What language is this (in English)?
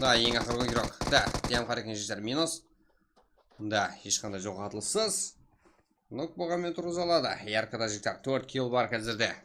Kara-Kalpak